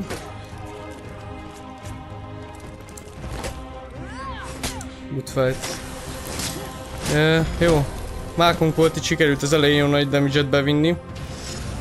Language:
Hungarian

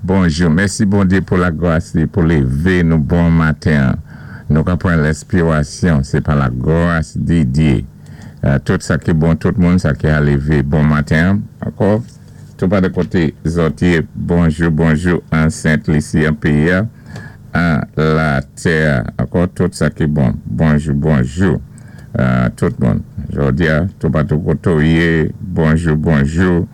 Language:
Saint Lucian Creole French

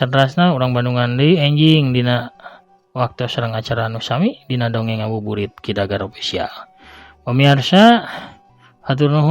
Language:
Sundanese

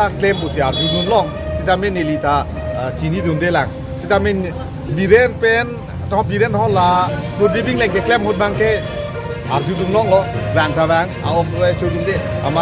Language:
Karbi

